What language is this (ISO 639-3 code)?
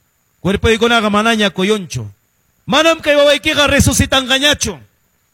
que